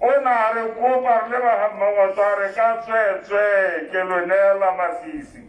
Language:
Tswana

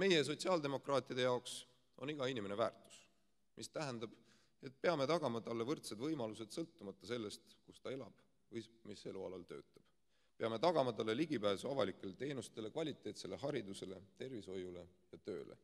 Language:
Estonian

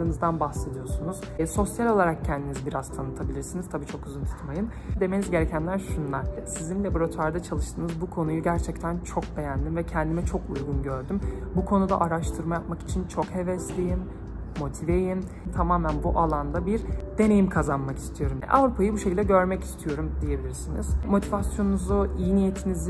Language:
Turkish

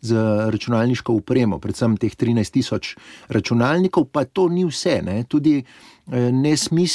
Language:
Slovenian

